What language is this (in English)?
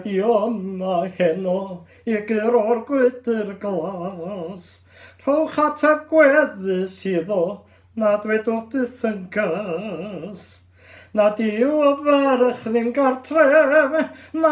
Welsh